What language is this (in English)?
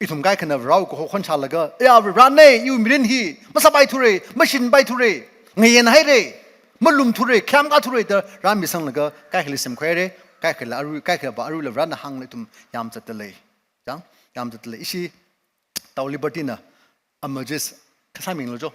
Tangkhul Naga (India)